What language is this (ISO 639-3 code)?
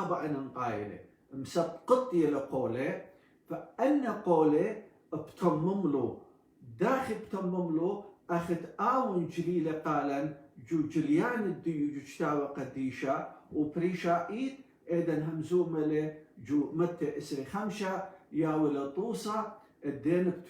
aii